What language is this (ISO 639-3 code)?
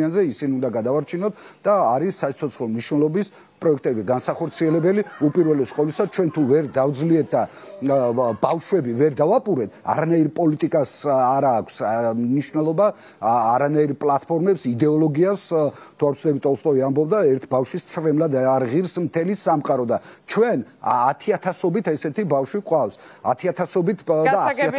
kat